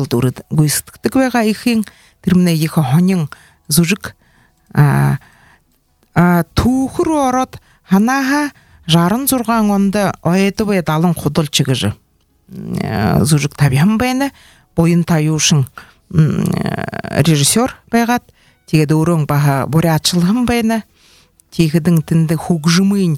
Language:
Buriat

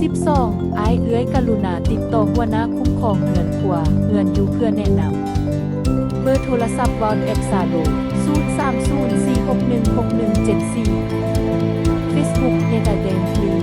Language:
Lao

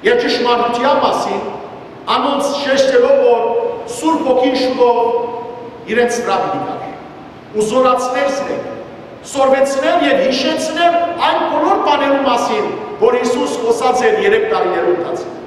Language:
Western Armenian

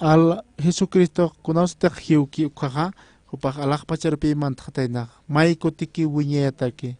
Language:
Aymara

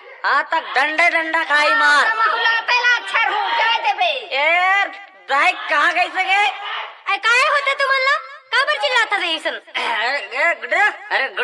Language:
Chhattisgarhi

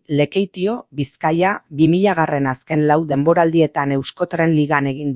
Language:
Basque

